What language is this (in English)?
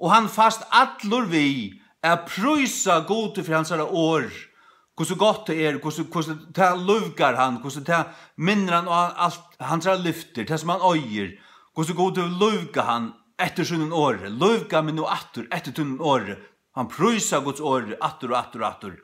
Faroese